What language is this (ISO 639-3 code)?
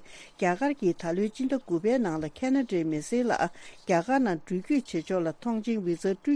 bod